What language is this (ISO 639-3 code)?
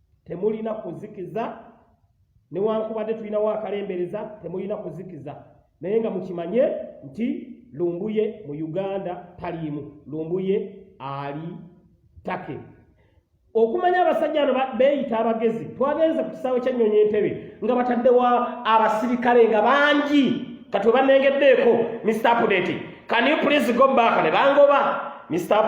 lug